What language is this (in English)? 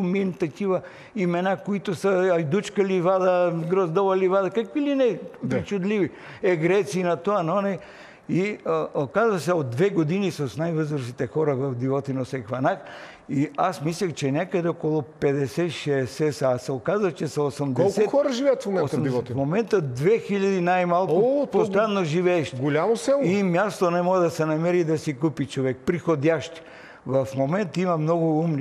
Bulgarian